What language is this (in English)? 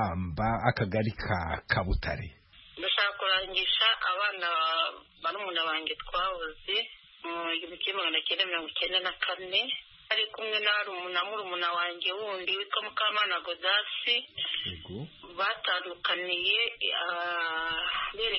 Kinyarwanda